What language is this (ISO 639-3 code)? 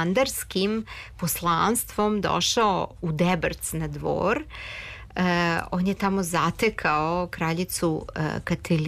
srp